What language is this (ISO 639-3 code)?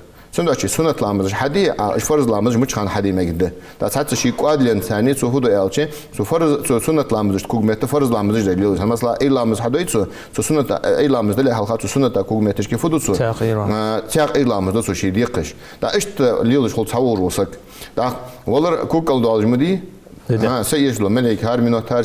inh